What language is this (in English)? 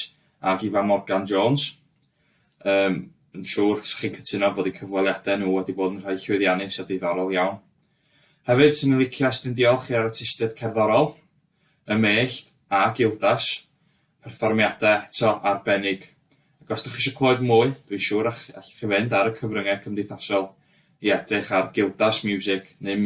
Welsh